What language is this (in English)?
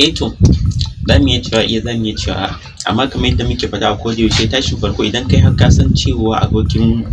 Hausa